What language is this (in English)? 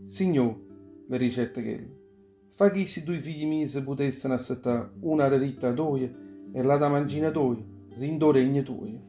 Neapolitan